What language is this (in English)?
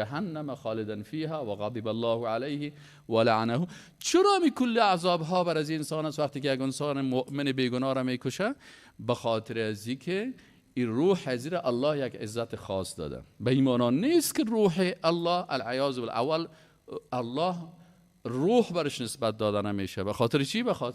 Persian